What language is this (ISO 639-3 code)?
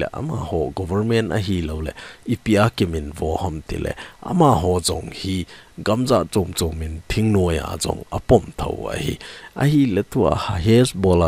tcz